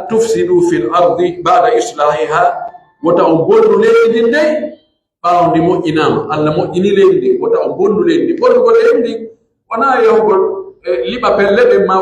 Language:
Pular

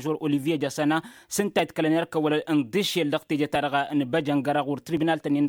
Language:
Tamasheq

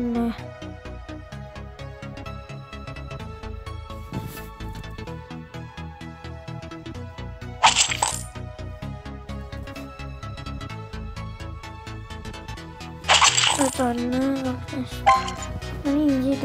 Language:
Finnish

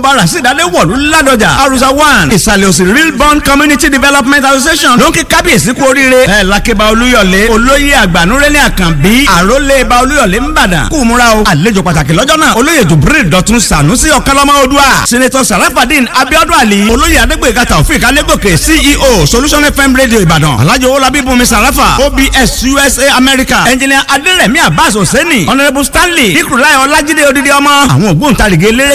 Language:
Yoruba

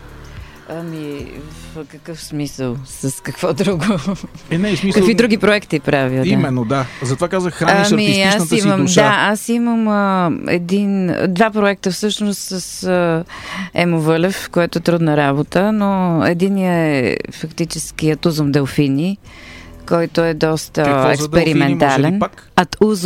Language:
Bulgarian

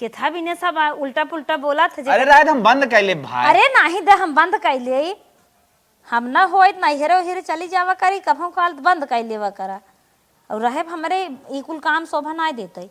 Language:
Awadhi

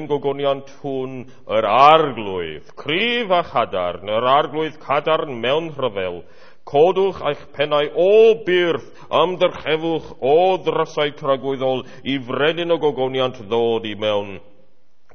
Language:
Welsh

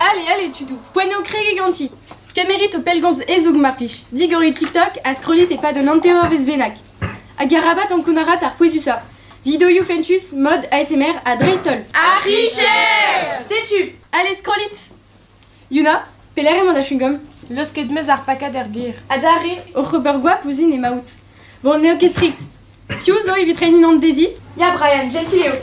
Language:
Breton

